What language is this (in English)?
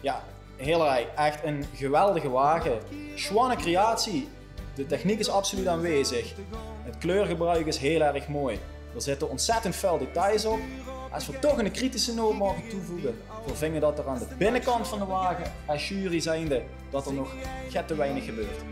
Limburgish